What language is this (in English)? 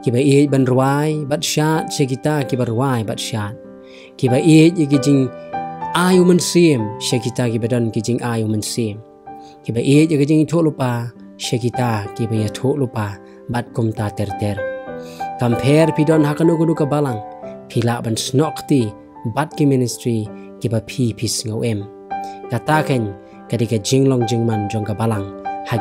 Khasi